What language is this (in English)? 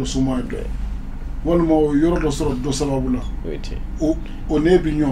Bambara